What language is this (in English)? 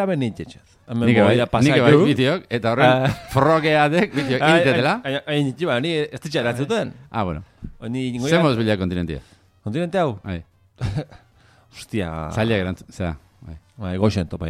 Basque